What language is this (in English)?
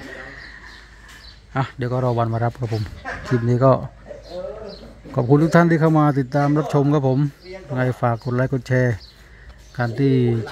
Thai